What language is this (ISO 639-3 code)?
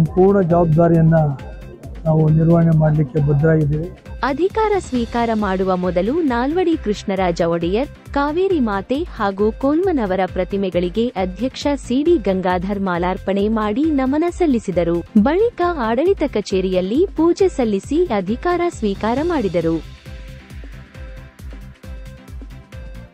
kan